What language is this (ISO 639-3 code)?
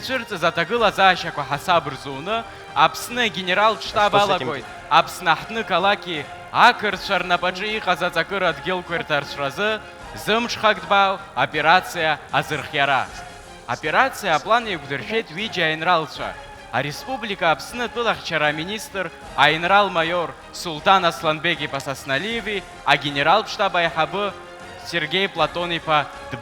abk